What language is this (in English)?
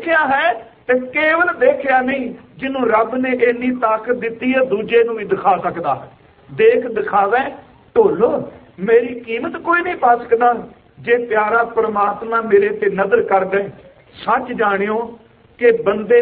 Punjabi